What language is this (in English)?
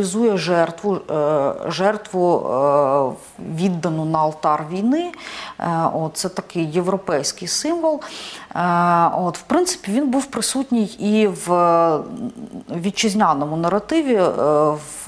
Ukrainian